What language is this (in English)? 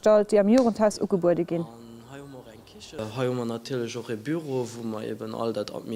Luxembourgish